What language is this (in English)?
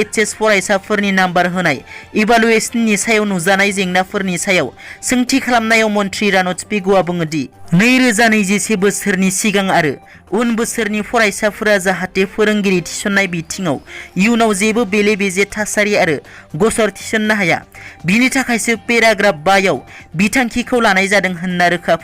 Bodo